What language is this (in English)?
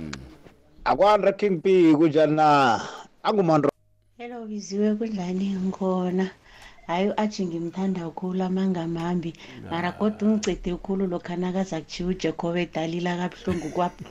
South Ndebele